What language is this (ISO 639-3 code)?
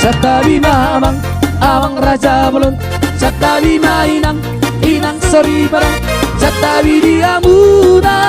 bbc